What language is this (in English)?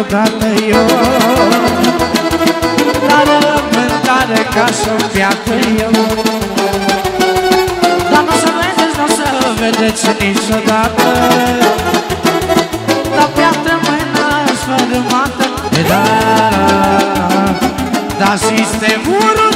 Romanian